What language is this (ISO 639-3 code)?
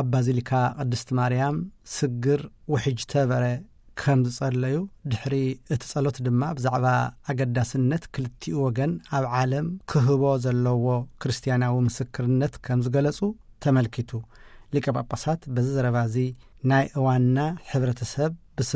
tir